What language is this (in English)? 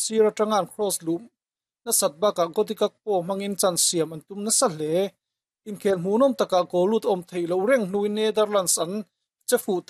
Mizo